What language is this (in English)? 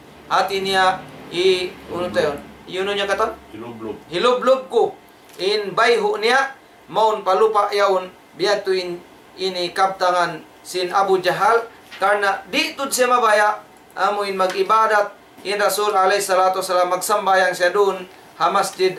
Tausug